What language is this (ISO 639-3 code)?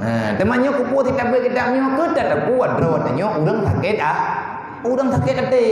ace